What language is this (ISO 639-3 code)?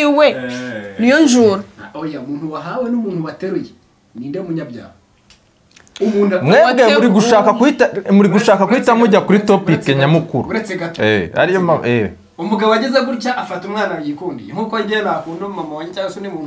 kin